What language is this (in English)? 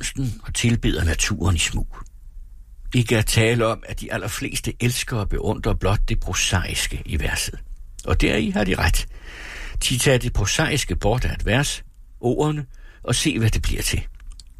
Danish